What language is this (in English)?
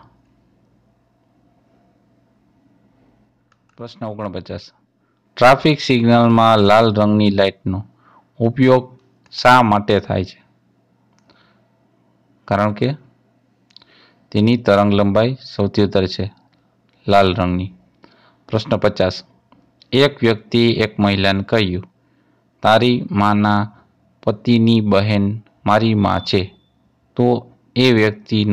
Gujarati